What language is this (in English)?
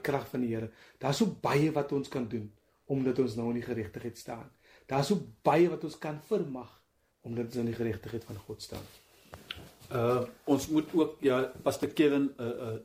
Afrikaans